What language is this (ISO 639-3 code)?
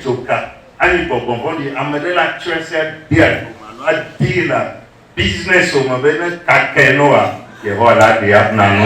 ewe